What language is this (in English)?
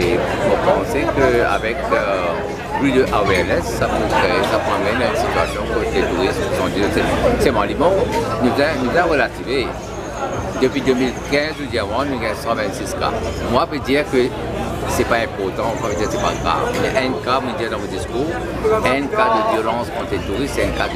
Morisyen